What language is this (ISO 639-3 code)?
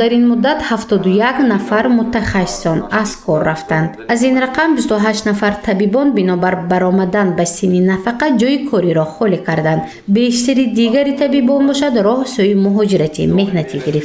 tgk